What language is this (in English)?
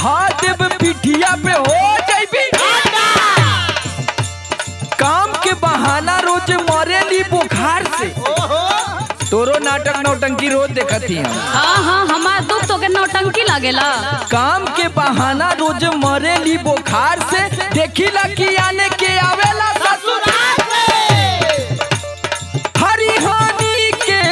Bhojpuri